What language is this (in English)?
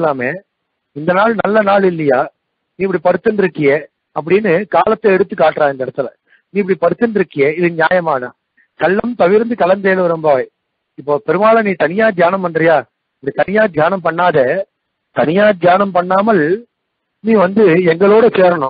Tamil